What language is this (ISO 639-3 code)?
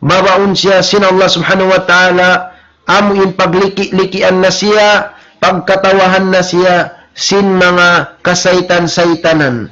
tsg